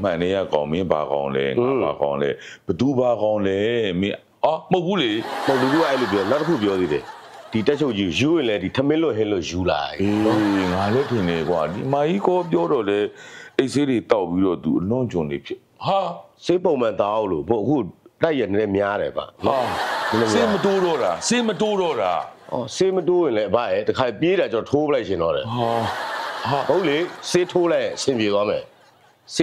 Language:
Burmese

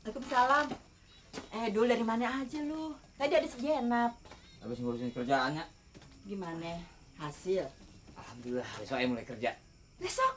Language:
Betawi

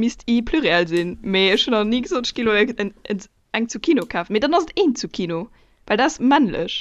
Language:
Luxembourgish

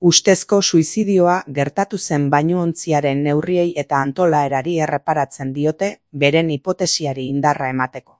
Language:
Basque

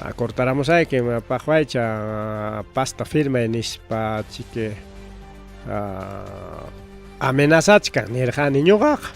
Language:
Ayacucho Quechua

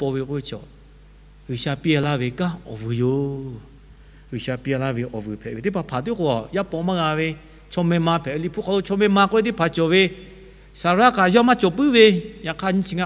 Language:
Lahu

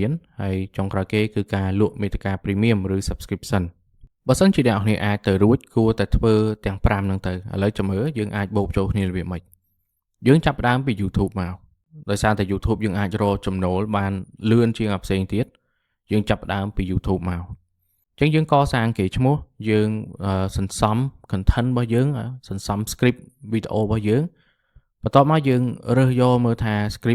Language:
Khmer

